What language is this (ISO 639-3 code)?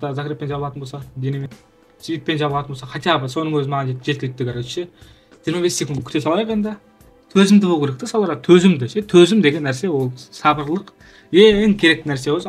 kaz